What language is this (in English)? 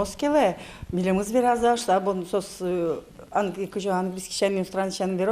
Udmurt